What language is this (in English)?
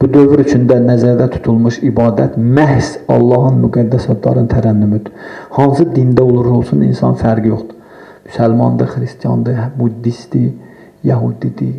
Azerbaijani